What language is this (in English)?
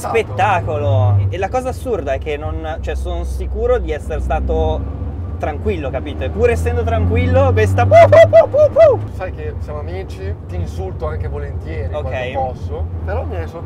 Italian